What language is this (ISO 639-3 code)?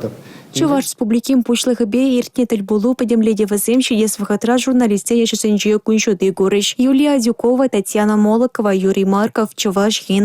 chv